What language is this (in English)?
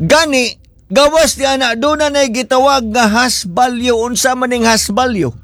Cebuano